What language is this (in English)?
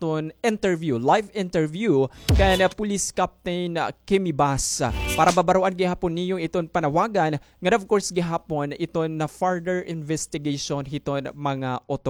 Waray